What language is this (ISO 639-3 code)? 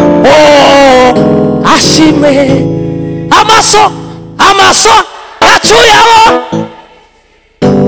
kin